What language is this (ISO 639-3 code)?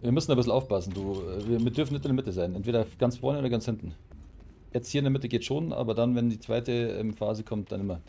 bar